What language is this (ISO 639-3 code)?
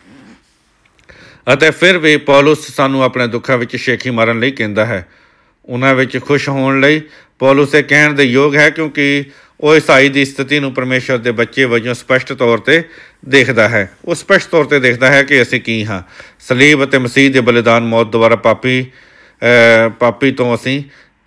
pan